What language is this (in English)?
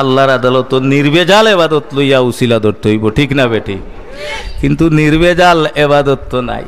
Sylheti